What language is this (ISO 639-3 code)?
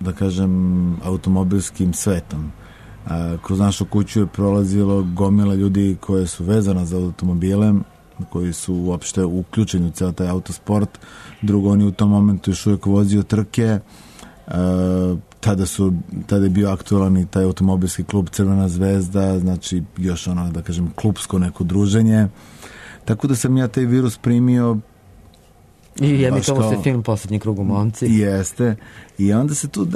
srp